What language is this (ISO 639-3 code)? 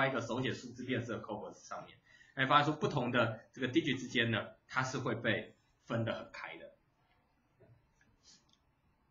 zho